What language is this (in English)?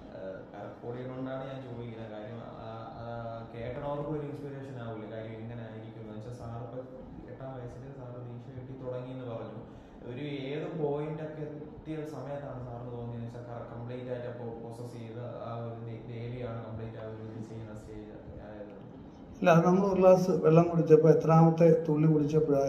Malayalam